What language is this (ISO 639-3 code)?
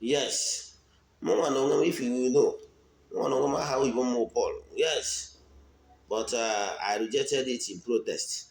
ibo